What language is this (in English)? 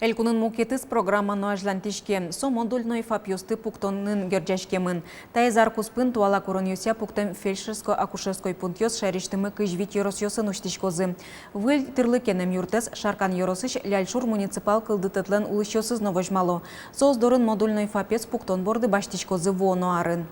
Udmurt